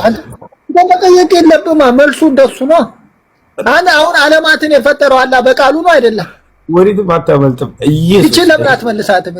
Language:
Amharic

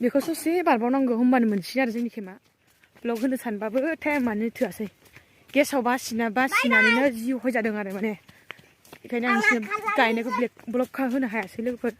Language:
Bodo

